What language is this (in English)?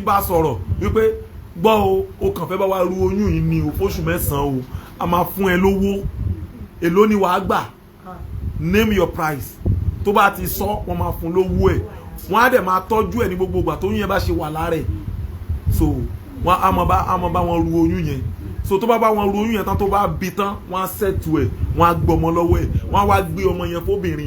Yoruba